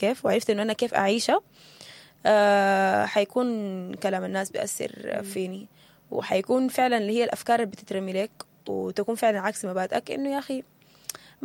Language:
Sudanese Arabic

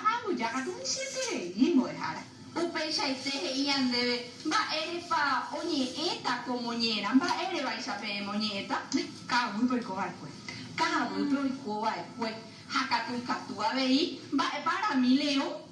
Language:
Guarani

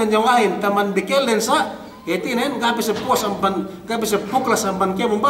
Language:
Yakan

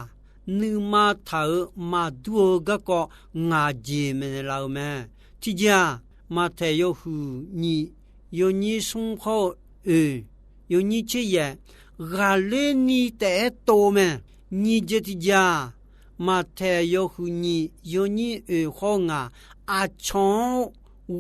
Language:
Akha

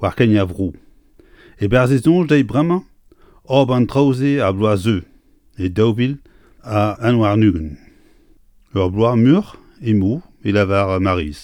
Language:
Breton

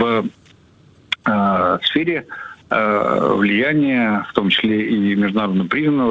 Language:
Russian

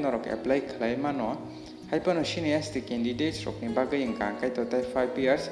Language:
Kok Borok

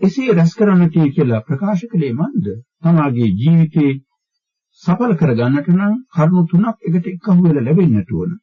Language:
Sinhala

